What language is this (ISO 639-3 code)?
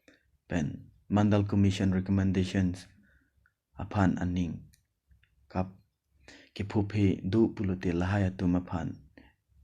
mjw